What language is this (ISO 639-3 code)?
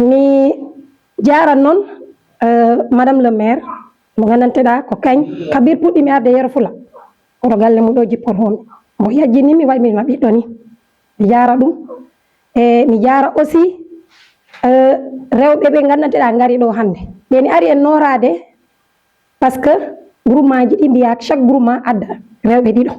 ful